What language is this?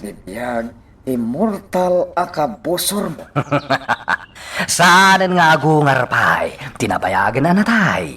Iloko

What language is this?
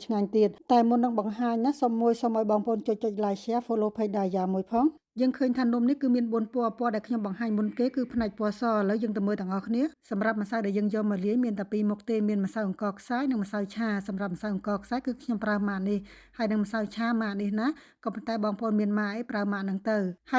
Khmer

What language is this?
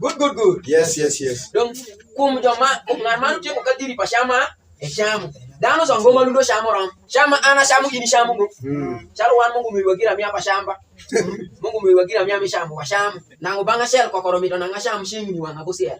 Alur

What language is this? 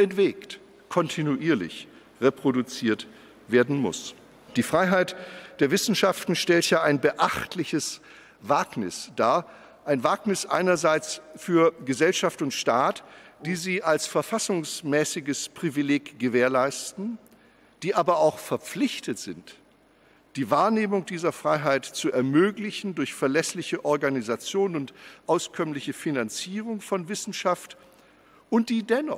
German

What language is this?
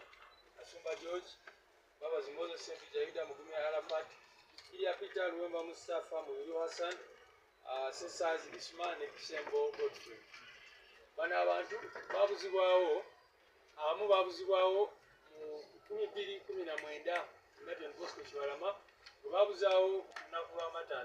Ganda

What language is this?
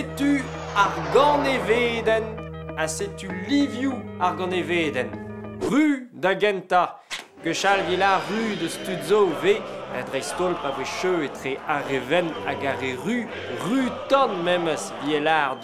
Breton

